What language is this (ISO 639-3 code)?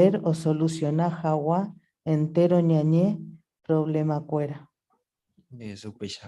grn